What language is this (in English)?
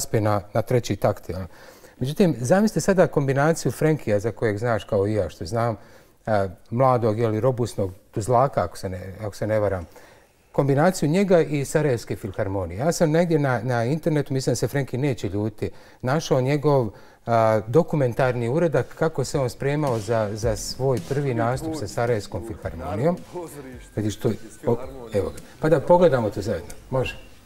Bosnian